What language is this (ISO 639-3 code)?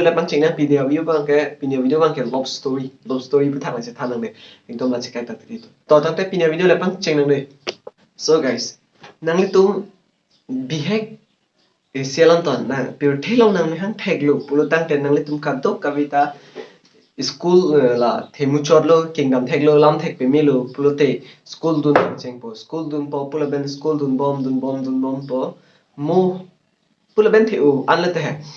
mjw